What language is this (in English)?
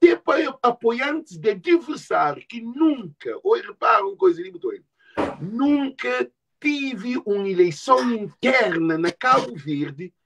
Kabuverdianu